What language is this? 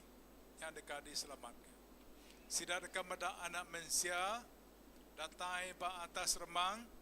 Iban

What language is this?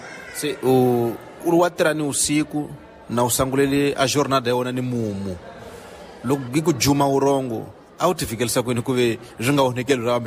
Tsonga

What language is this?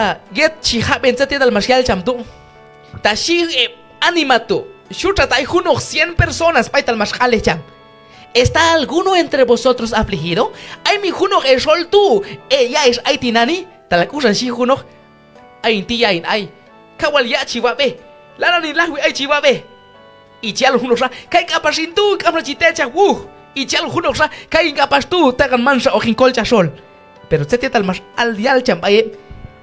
Q'anjob'al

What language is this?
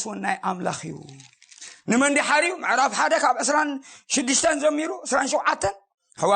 Tigrinya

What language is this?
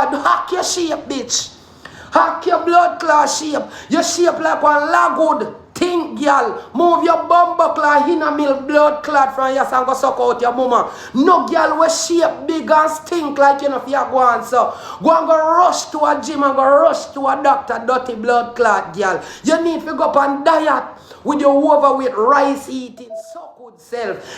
Jamaican Creole English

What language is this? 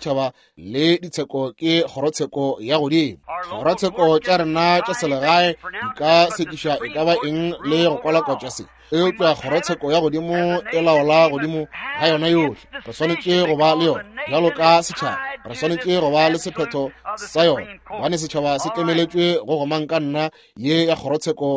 Northern Sotho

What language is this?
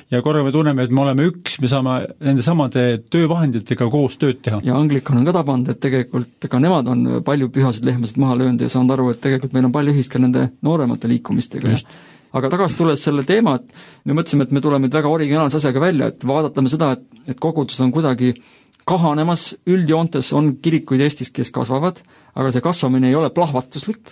Estonian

